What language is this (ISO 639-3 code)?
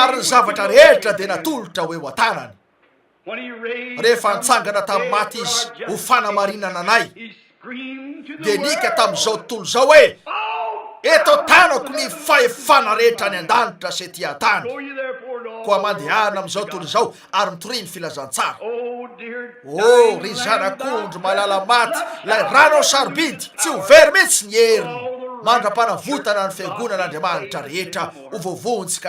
mlg